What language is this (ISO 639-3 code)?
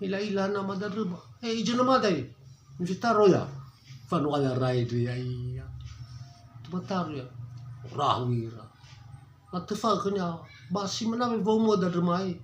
nia